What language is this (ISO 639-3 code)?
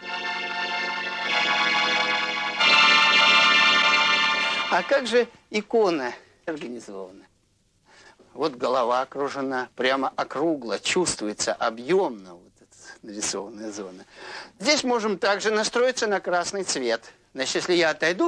rus